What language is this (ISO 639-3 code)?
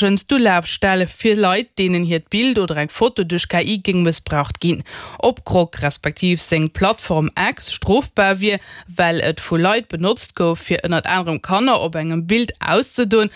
ltz